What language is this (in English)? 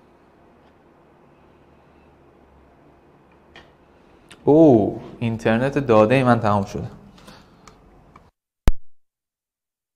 Persian